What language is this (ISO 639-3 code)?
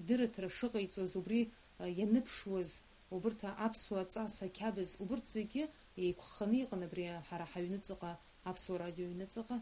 abk